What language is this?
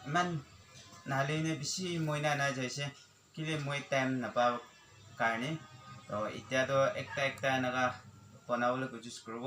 Naga Pidgin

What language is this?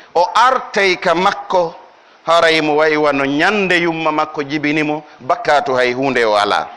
Pular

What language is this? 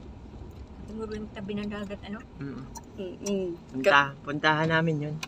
Filipino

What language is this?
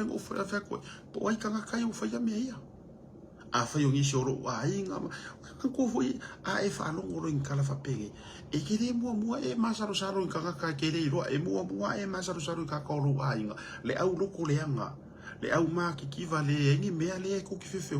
Samoan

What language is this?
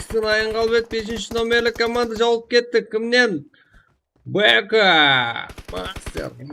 Kara-Kalpak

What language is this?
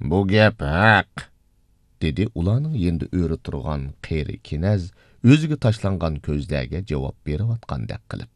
Uyghur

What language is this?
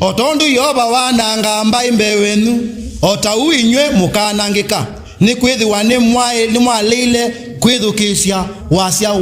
Kamba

